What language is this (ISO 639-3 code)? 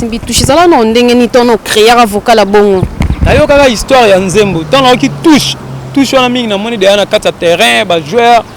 lin